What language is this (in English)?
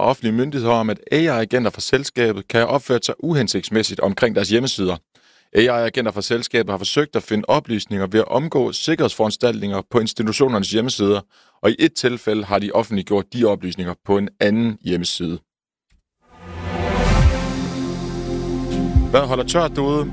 Danish